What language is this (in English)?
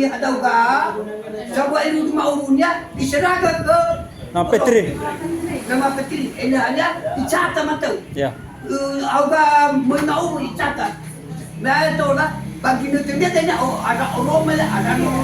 Nias